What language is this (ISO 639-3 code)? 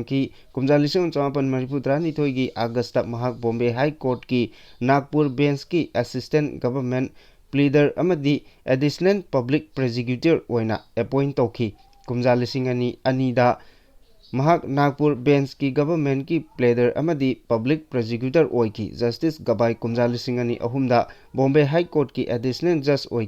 mni